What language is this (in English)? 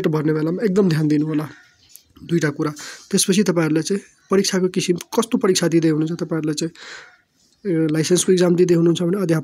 Nepali